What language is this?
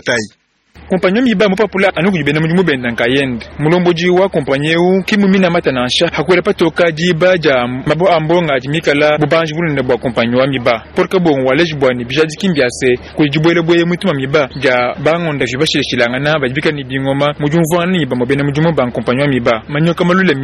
Luba-Lulua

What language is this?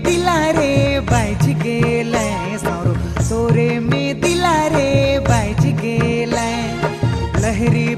Sadri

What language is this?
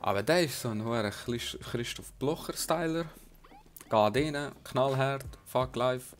Swiss German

